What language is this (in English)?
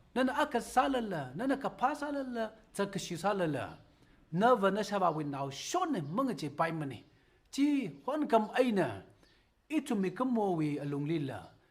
Tangkhul Naga (India)